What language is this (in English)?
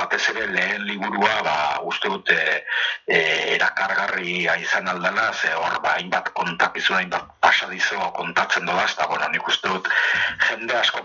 Basque